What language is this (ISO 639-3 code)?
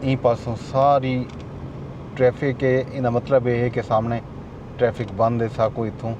skr